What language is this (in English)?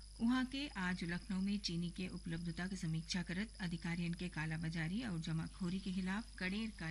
Bhojpuri